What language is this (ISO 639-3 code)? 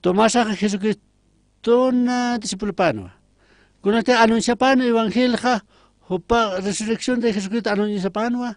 aym